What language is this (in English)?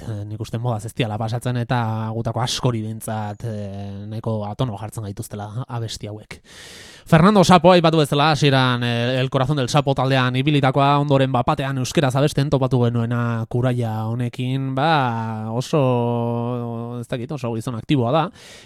Basque